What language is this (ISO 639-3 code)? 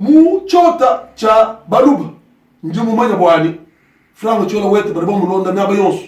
lua